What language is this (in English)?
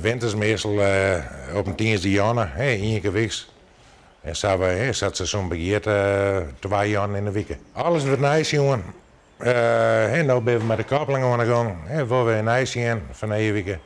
Western Frisian